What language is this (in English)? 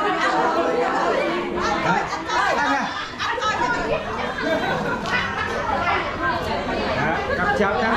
Central Mnong